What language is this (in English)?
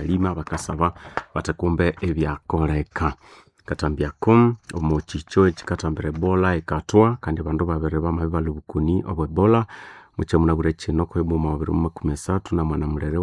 Nande